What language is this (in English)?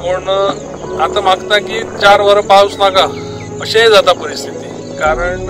Konkani